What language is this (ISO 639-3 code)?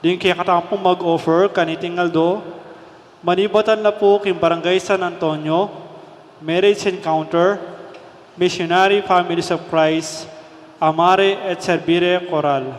pam